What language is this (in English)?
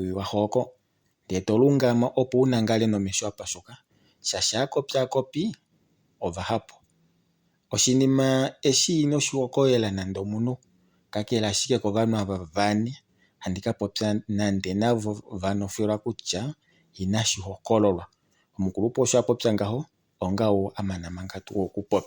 Kuanyama